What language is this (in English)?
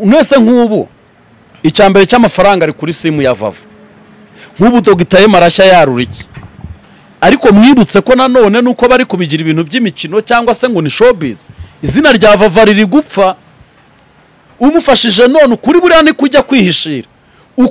Kinyarwanda